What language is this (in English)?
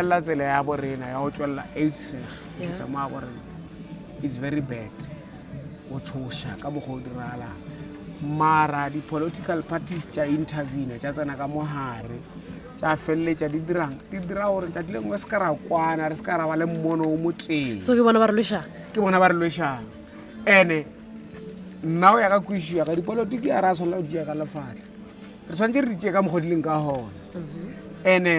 Northern Sotho